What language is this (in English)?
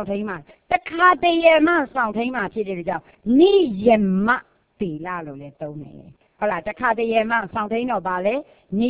Burmese